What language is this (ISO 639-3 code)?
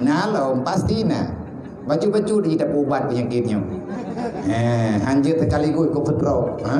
ace